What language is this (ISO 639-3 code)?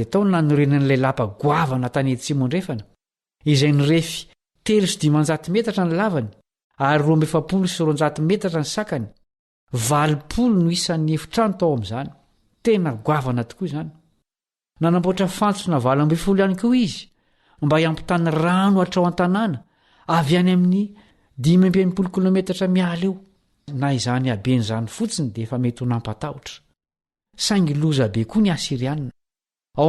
mlg